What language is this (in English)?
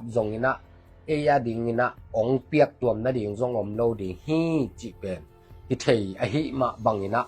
Tedim Chin